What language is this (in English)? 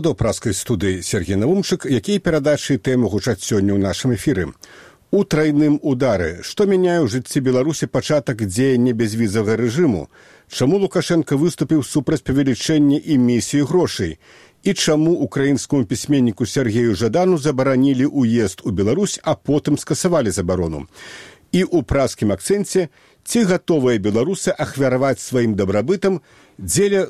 Belarusian